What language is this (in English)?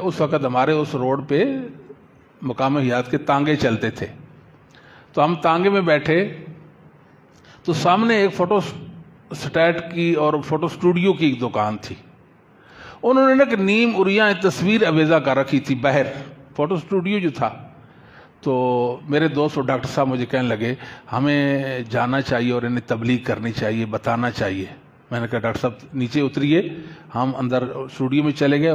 Urdu